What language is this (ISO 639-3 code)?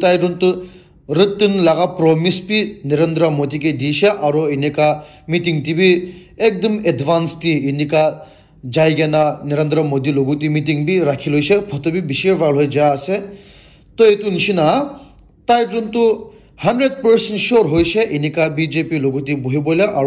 nag